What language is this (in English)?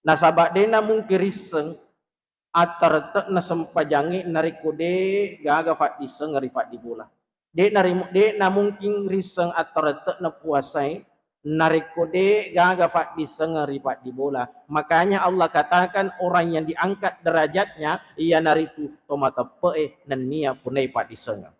Buginese